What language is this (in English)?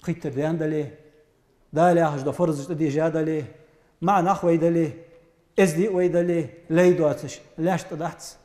Ingush